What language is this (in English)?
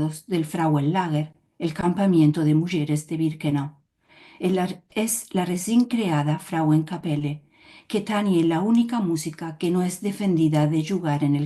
Ladino